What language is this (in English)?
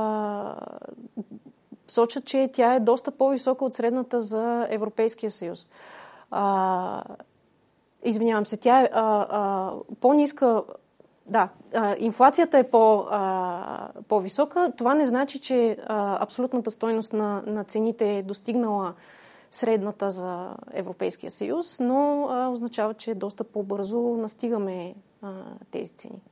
Bulgarian